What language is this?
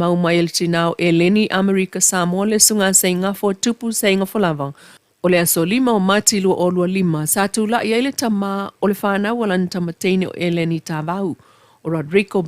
Samoan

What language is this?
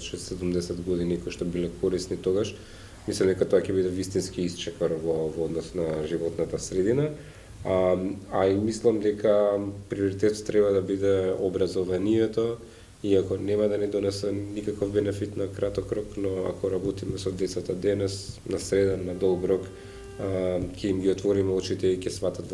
Macedonian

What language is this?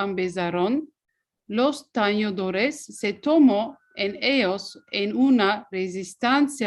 Ladino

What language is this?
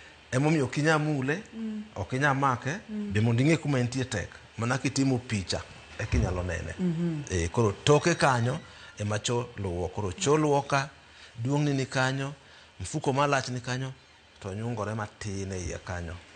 Luo (Kenya and Tanzania)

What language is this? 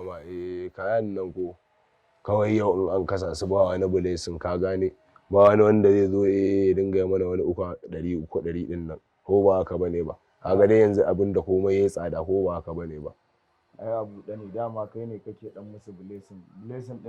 Hausa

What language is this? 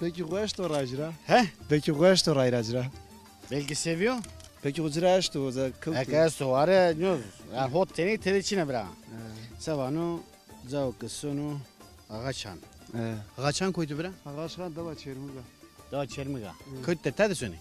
Zaza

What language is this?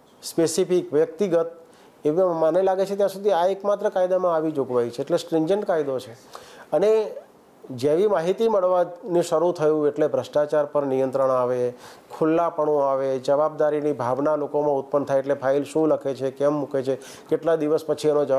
Gujarati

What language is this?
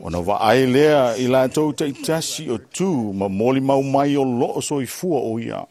Samoan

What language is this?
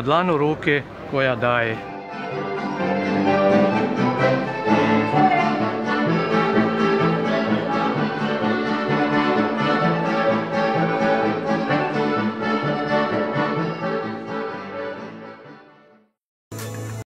Croatian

